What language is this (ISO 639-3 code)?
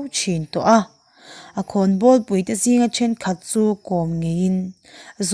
lus